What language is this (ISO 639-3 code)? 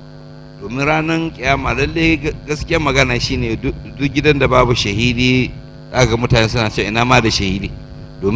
hau